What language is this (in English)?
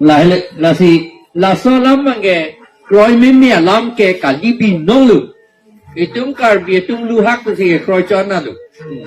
Karbi